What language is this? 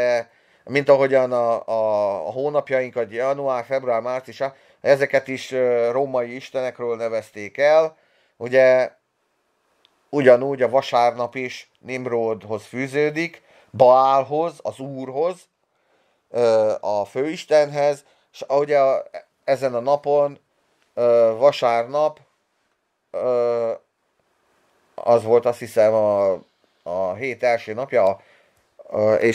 Hungarian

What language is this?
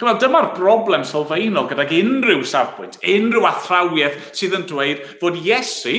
Welsh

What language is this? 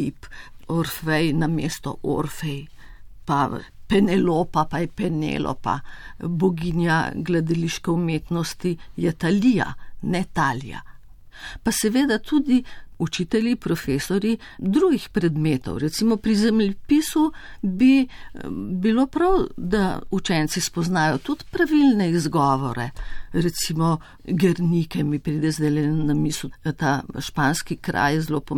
Slovenian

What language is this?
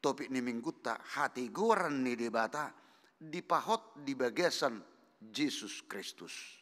Batak Toba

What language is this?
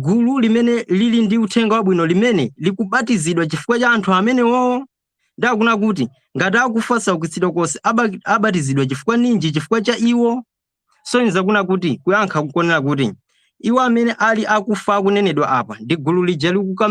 Nyanja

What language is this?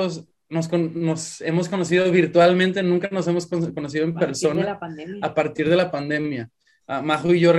Spanish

